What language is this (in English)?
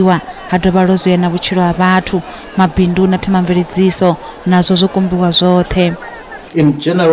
Venda